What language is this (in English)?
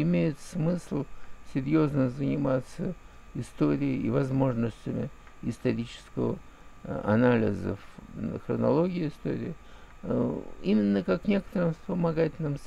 Russian